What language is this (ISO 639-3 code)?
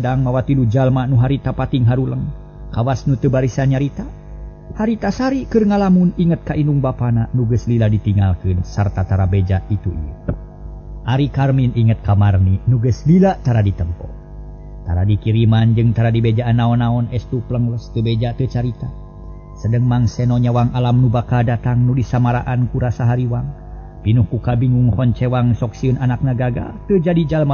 sun